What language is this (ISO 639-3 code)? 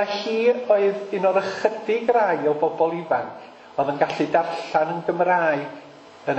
cym